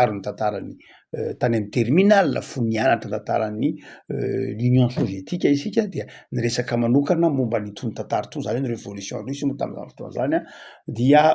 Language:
Malagasy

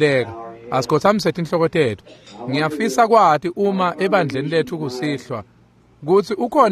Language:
Swati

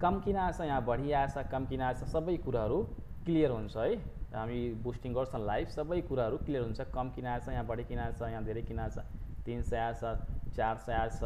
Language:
Nepali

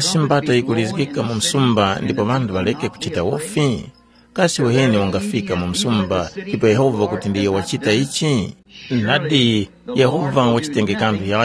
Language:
Tumbuka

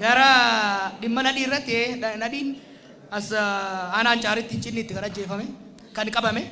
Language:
Oromo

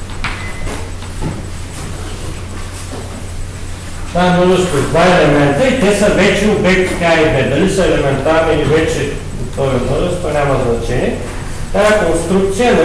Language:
Bulgarian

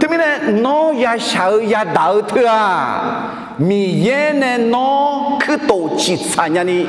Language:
Akha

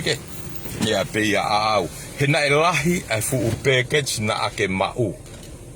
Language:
Tongan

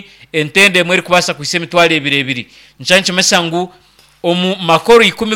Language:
Nyankole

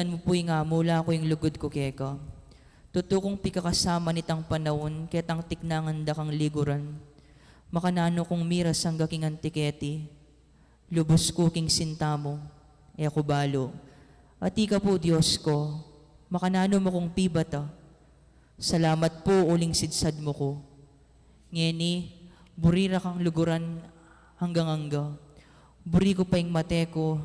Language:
Pampanga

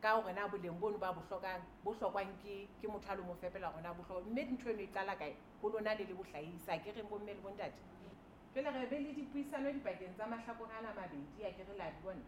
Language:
Southern Sotho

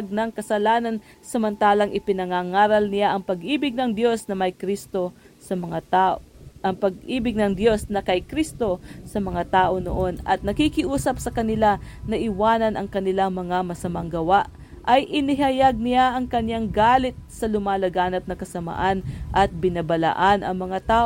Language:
Filipino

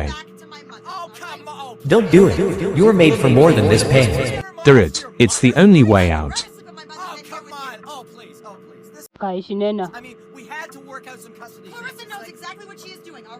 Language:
Ndonga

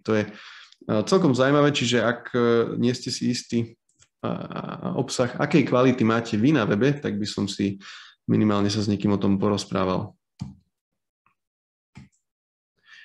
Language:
Slovak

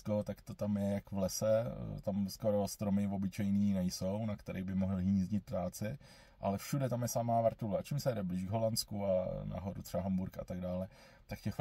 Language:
Czech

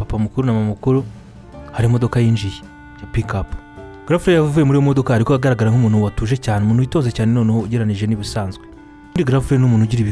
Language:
Kinyarwanda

